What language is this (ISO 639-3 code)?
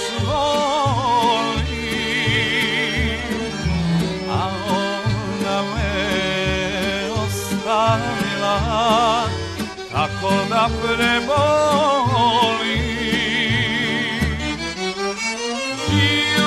srp